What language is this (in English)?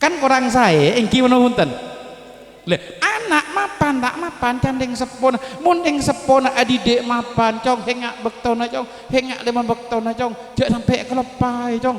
Madurese